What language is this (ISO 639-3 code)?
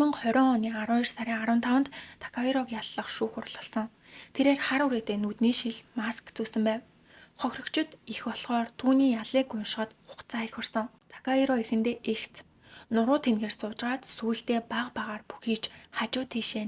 mon